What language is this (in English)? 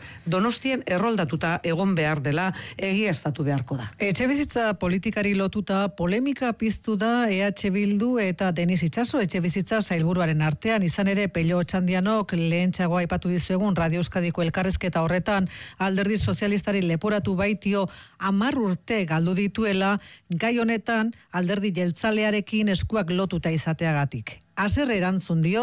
Basque